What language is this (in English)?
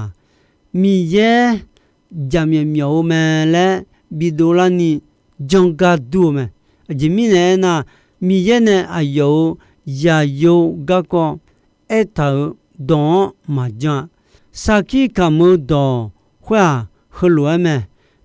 Akha